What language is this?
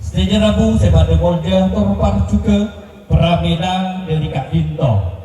Madurese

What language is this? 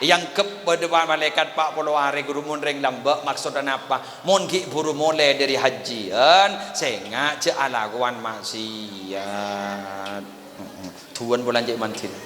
Madurese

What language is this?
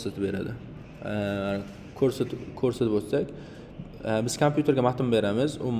Uzbek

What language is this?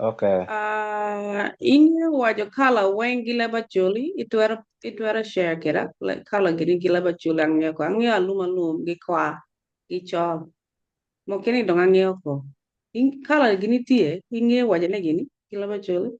Acoli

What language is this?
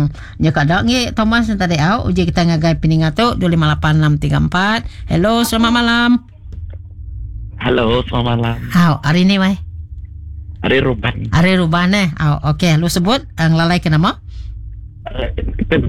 Iban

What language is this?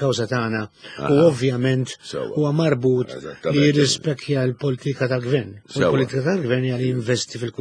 Maltese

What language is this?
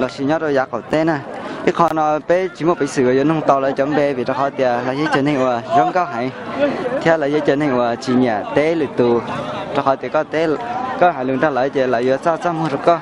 Hmong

